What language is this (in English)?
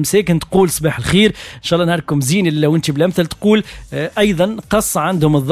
Tunisian Arabic